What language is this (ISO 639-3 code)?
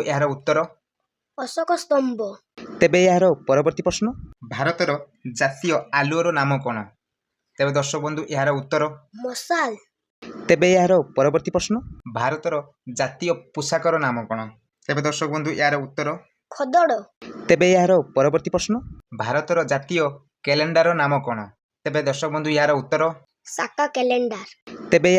ori